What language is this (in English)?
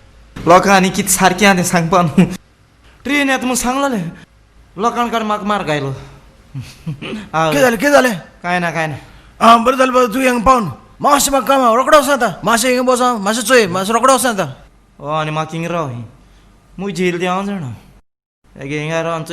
Konkani